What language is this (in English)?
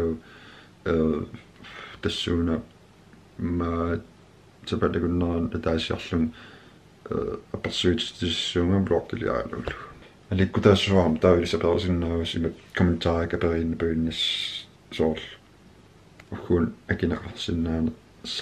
Kalaallisut